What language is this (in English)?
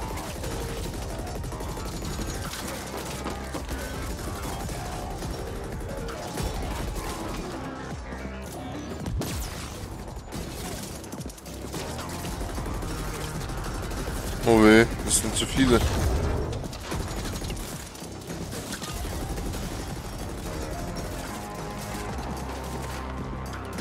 German